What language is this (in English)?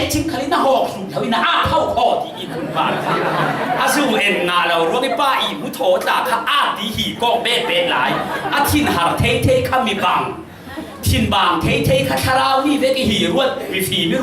Falam Chin